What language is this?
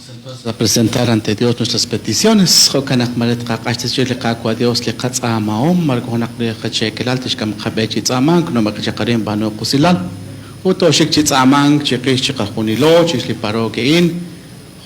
Kekchí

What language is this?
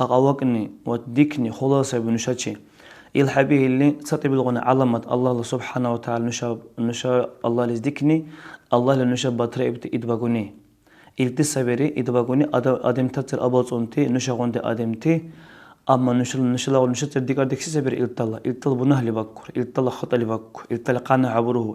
Dargwa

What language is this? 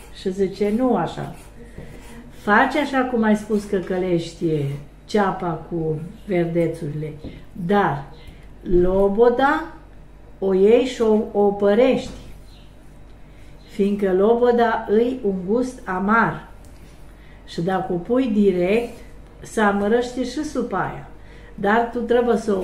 Romanian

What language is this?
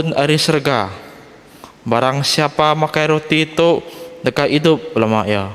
Iban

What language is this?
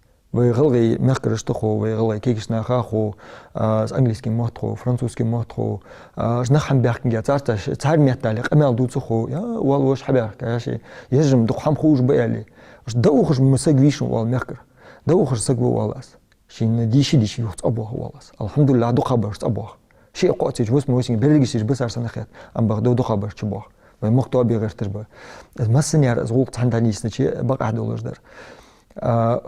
Ingush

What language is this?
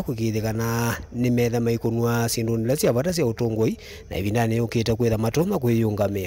Kamba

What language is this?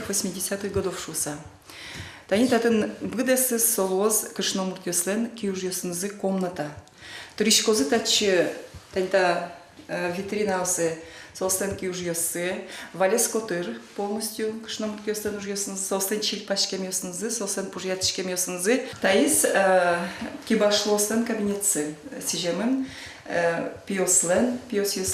Udmurt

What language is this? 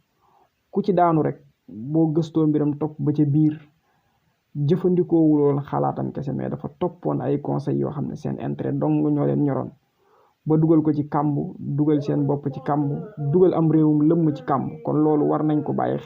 Wolof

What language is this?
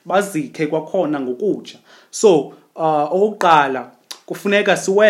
Xhosa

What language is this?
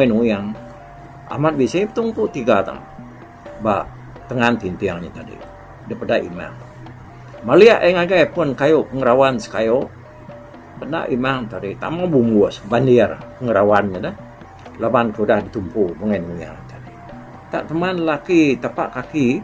Iban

